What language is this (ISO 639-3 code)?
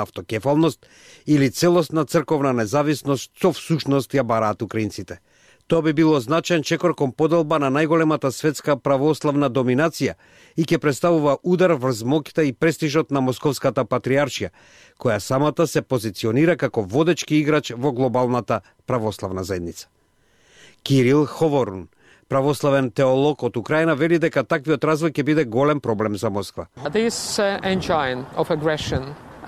mkd